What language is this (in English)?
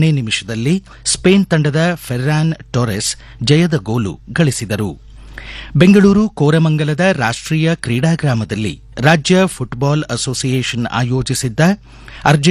Kannada